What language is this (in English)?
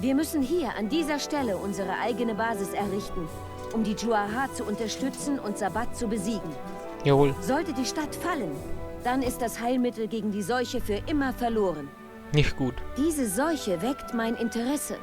Bavarian